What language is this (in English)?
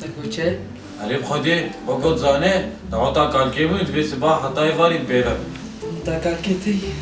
Kurdish